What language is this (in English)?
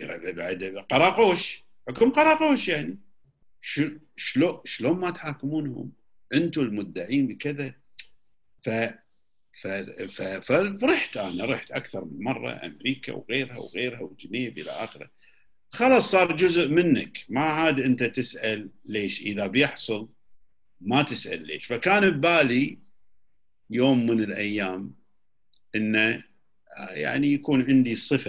Gulf Arabic